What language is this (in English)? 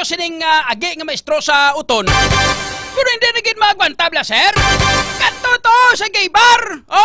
Hiligaynon